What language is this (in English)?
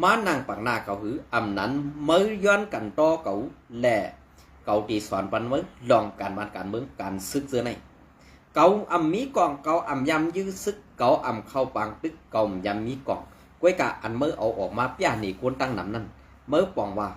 Shan